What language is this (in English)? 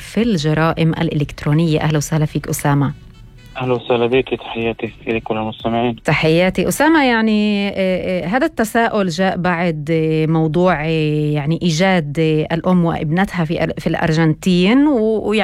North Levantine Arabic